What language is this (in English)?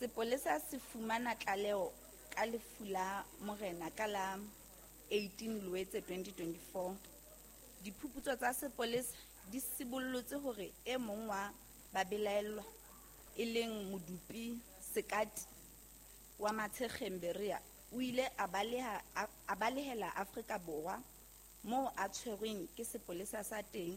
Southern Sotho